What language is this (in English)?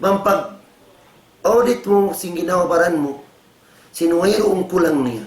Tausug